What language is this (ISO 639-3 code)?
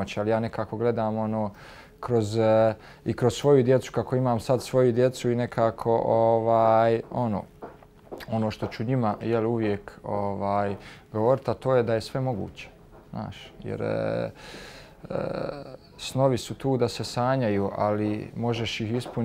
bos